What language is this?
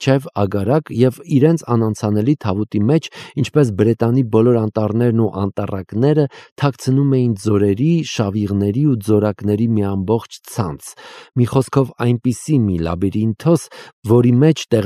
Armenian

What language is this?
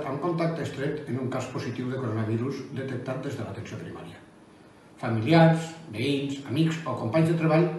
Catalan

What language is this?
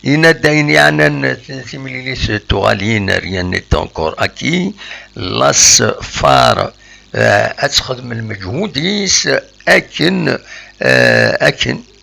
Kabyle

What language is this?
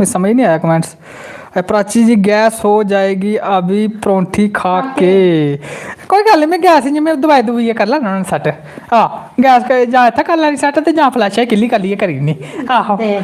Dogri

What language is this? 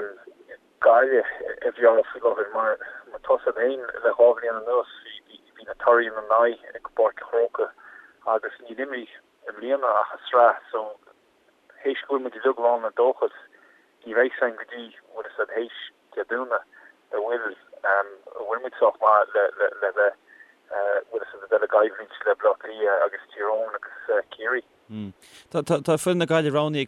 Irish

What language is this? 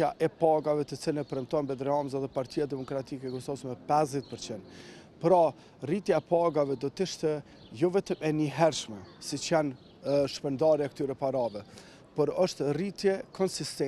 Albanian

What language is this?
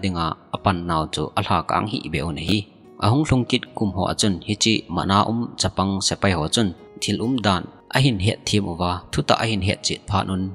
Thado Chin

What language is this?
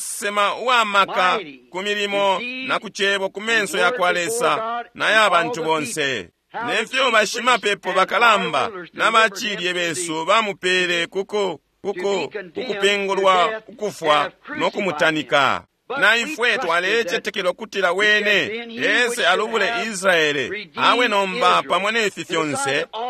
Bemba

